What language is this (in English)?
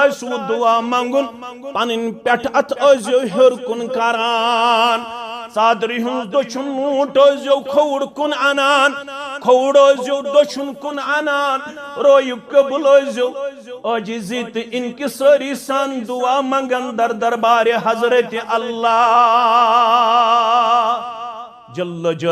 Kashmiri